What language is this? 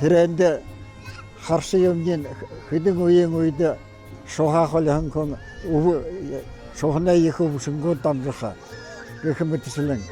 Buriat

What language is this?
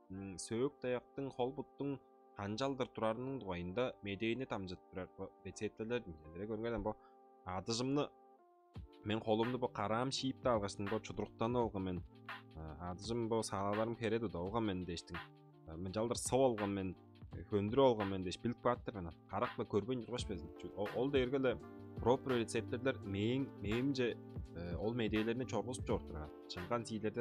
Tuvinian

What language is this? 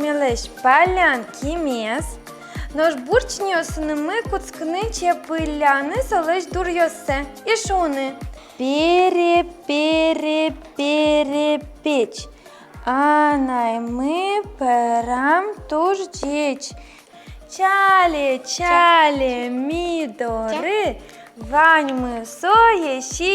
Udmurt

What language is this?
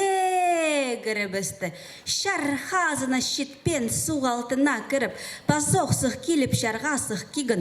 Khakas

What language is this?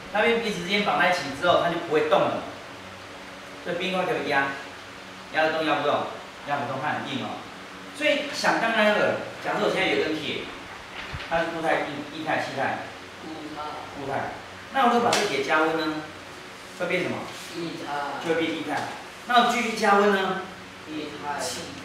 Chinese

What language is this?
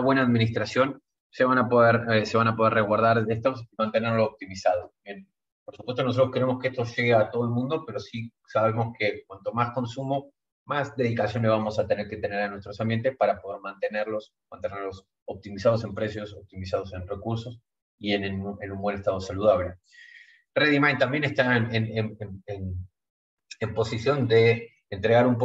Spanish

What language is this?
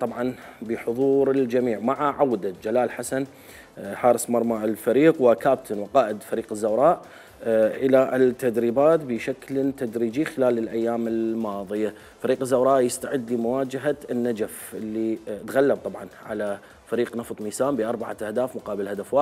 Mesopotamian Arabic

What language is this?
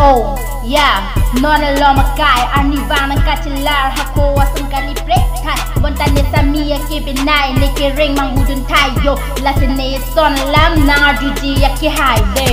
Karbi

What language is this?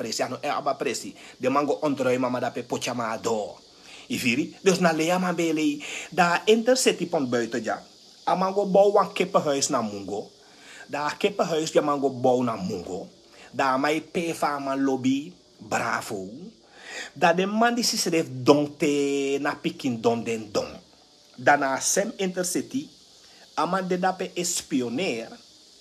Sranan Tongo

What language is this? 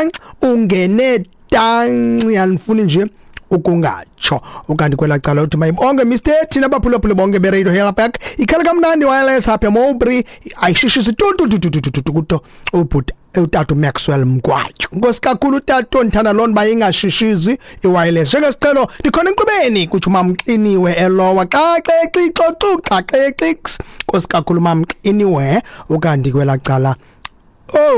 Xhosa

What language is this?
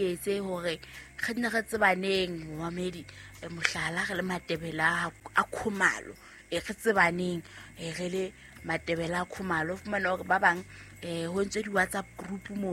Southern Sotho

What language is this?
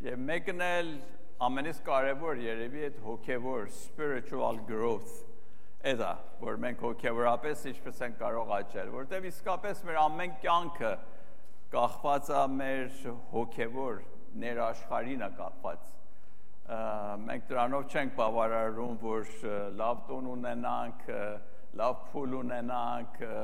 Armenian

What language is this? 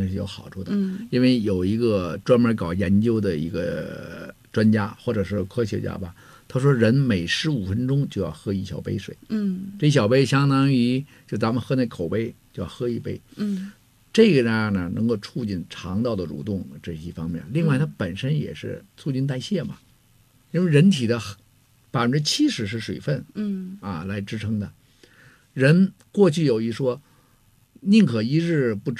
Chinese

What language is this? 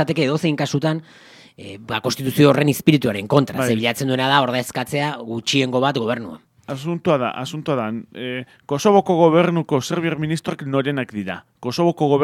Basque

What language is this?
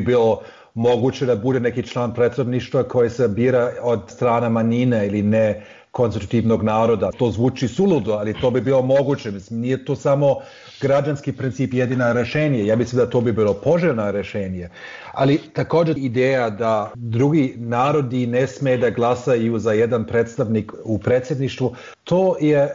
Bosnian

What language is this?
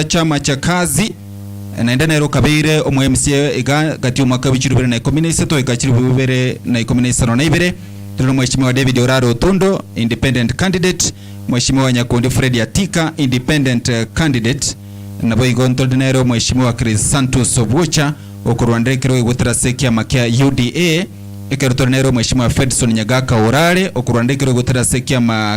Gusii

